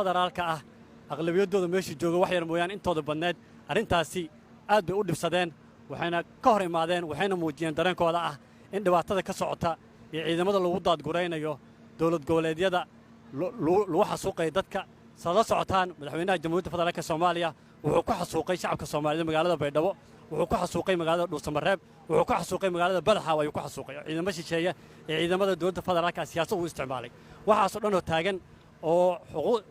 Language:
Somali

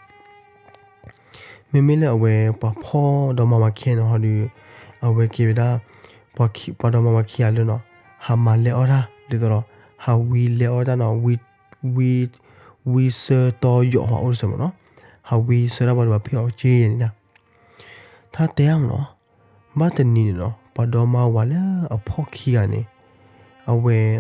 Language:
S'gaw Karen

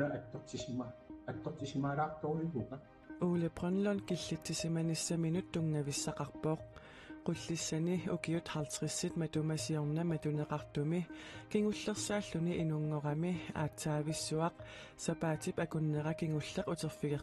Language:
Kalaallisut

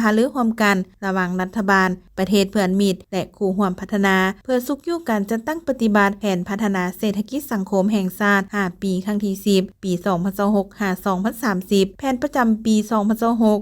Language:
Lao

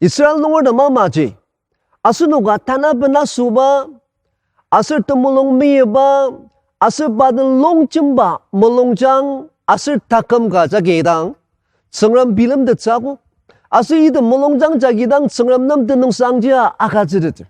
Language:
Ao Naga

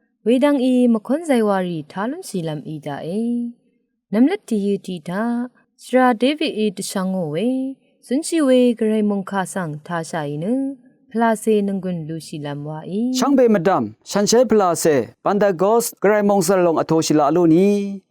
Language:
Rawang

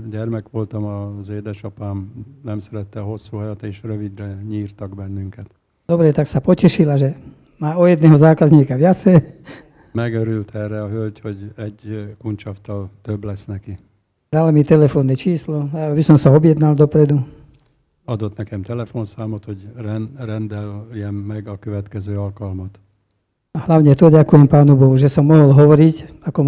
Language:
Slovak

